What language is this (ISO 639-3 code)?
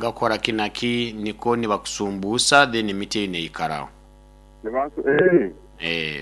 nyo